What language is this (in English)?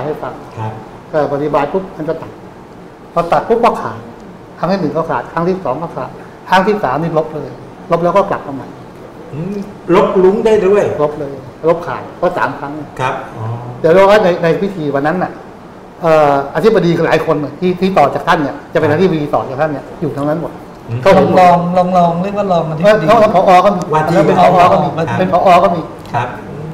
Thai